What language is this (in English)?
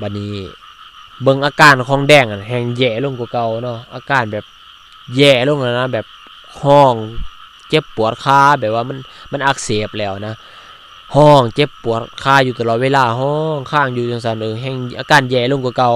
Lao